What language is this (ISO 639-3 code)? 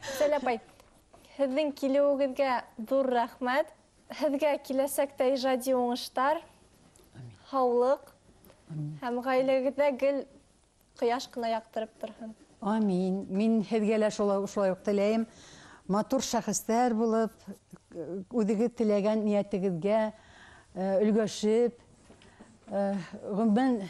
bak